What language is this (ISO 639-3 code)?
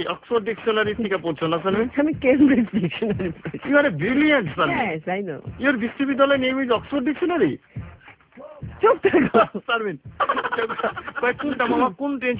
ben